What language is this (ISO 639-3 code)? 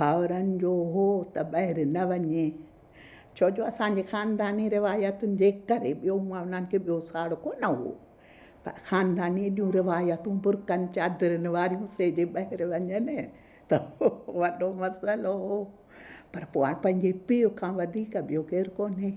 snd